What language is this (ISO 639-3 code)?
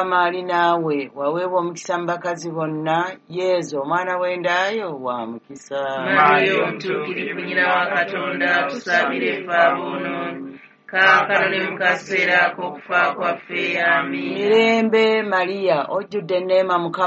lug